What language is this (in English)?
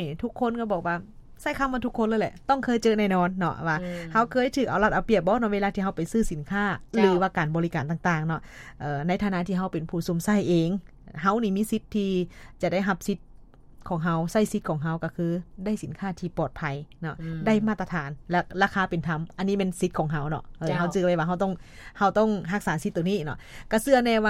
Lao